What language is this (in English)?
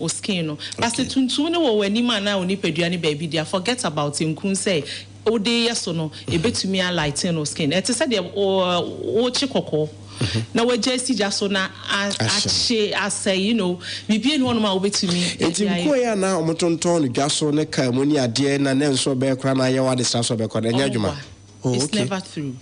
Akan